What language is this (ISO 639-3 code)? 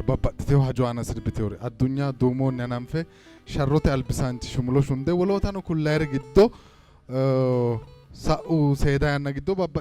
sid